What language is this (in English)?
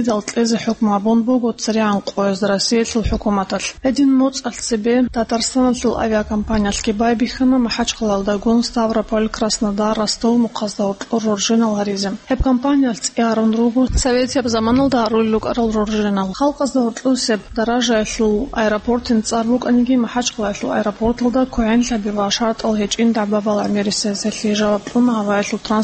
Avaric